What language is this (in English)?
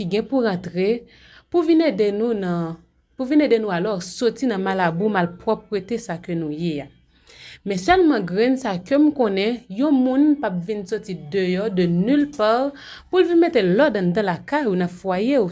Haitian Creole